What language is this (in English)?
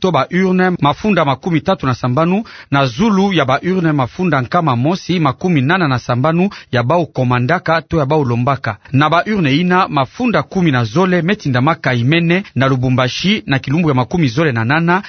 Kituba (Democratic Republic of Congo)